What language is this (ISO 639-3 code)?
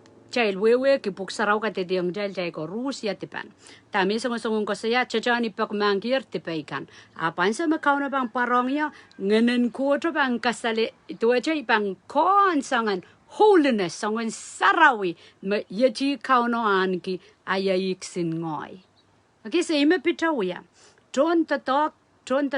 pon